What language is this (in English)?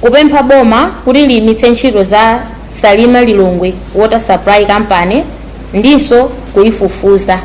Nyanja